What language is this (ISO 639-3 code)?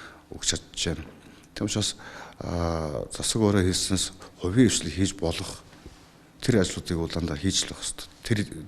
mon